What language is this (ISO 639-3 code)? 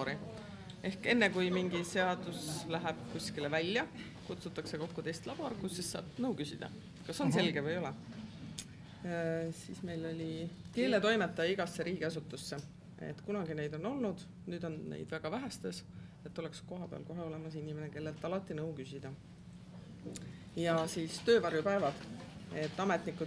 est